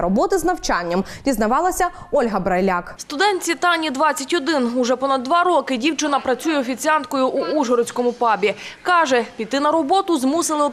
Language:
Ukrainian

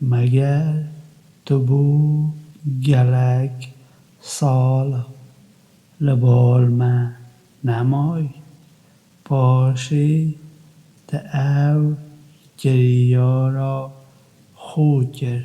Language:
Kurdish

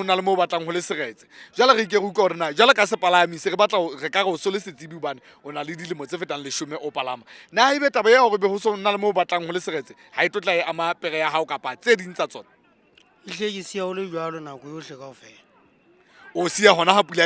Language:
Southern Sotho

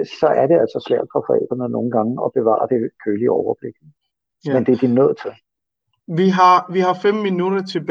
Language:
Danish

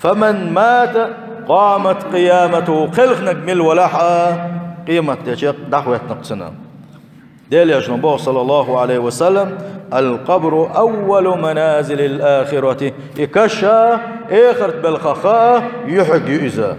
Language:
Chechen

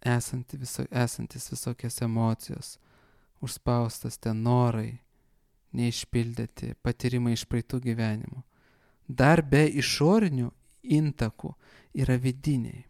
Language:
Lithuanian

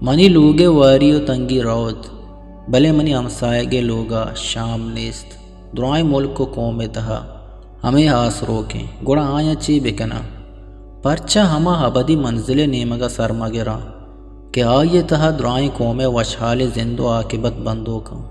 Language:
Eastern Balochi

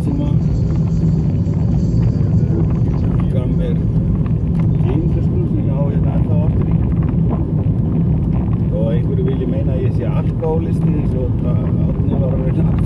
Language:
Icelandic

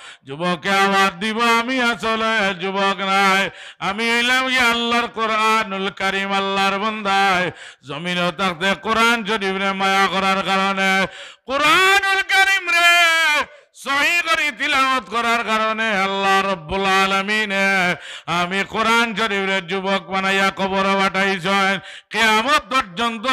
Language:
Sylheti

